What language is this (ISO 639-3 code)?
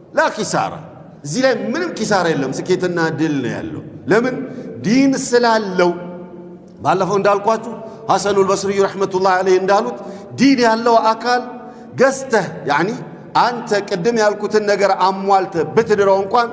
amh